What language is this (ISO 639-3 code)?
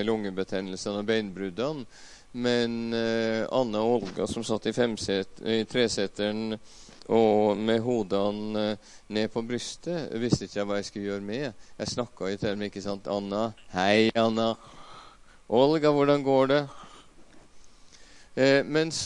nor